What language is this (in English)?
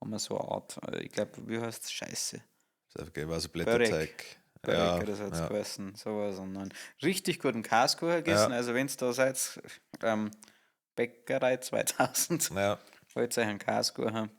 Bavarian